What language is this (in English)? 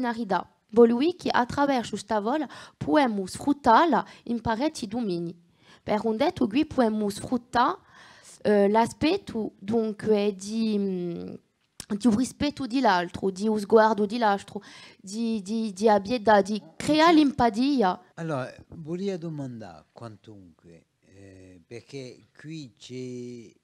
Corsican